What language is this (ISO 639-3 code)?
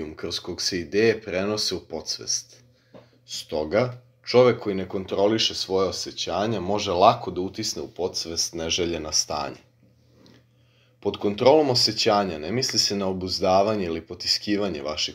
srp